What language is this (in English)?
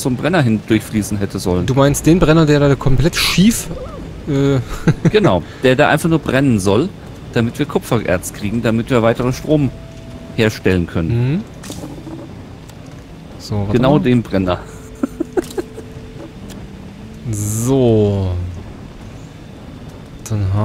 German